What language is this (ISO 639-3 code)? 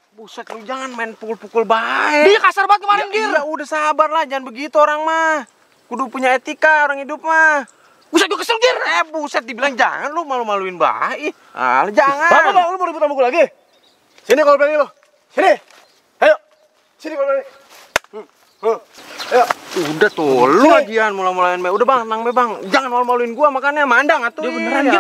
bew